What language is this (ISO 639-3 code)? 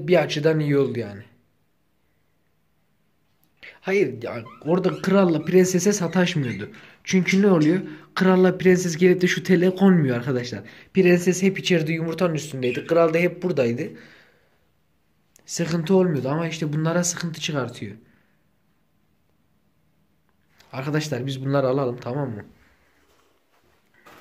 tur